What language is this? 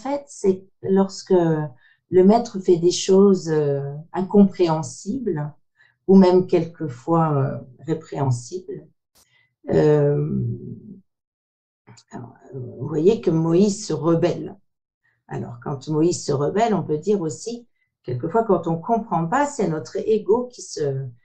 French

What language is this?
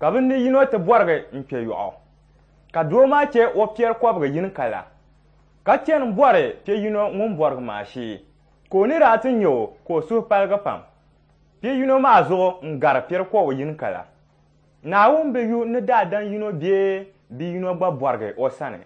Dagbani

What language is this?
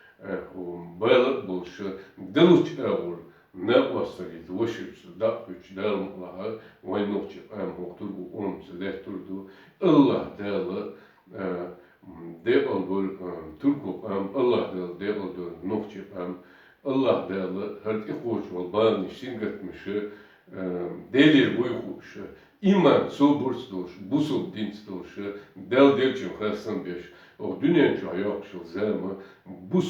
Chechen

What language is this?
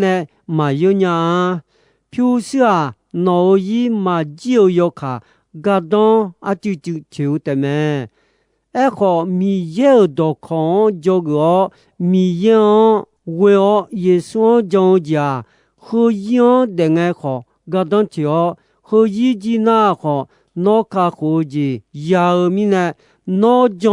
Akha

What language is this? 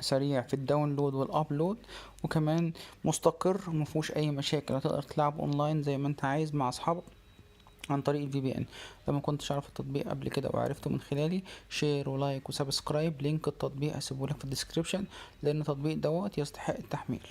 Egyptian Arabic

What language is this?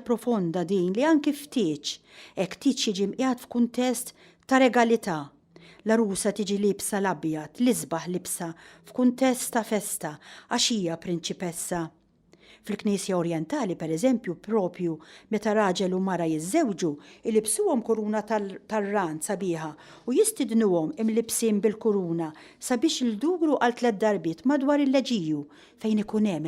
Maltese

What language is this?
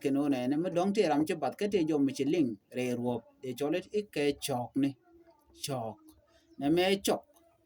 Nuer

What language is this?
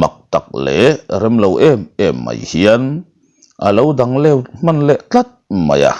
Mizo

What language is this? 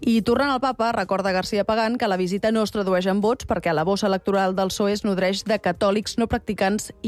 Catalan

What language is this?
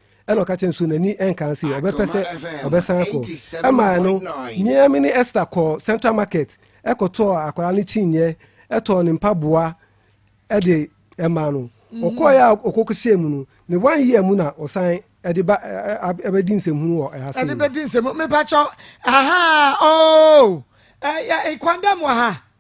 Akan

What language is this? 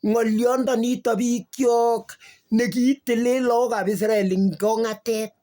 Kalenjin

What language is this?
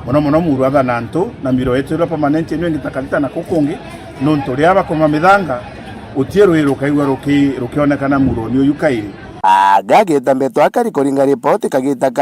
Meru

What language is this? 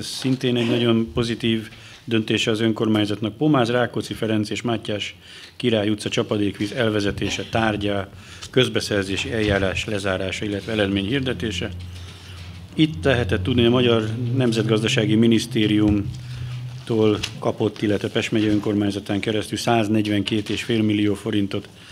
Hungarian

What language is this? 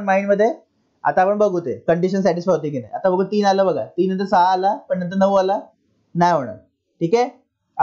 Marathi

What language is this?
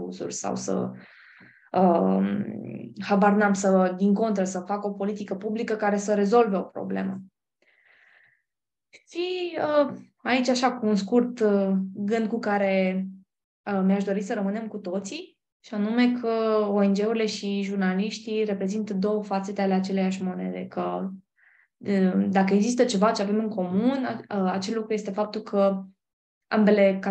Romanian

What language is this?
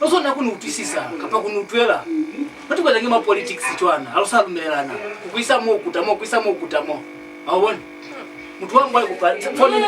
Lozi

